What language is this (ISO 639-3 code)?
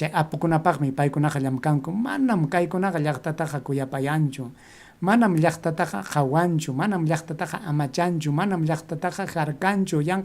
quy